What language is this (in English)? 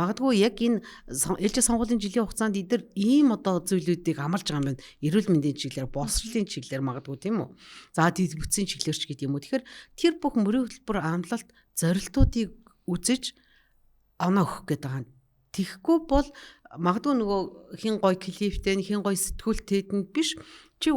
Mongolian